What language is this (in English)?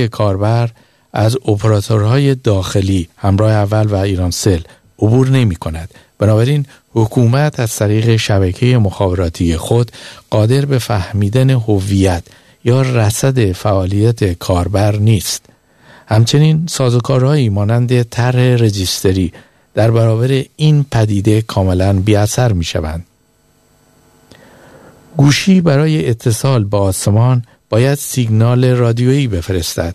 Persian